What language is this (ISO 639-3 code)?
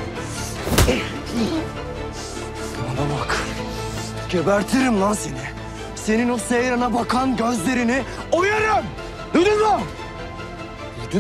tur